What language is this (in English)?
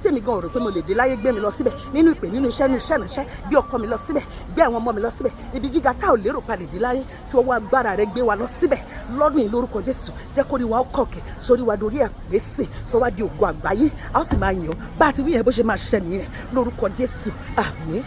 Yoruba